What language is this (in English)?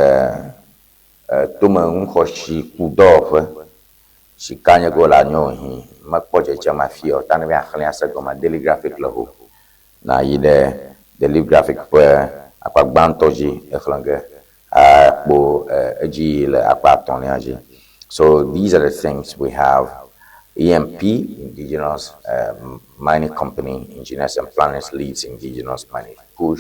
Ewe